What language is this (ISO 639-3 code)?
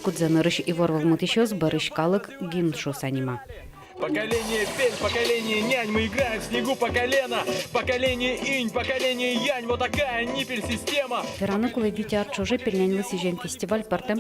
udm